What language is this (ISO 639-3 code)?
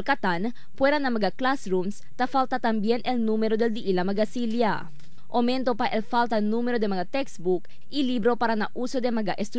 cbk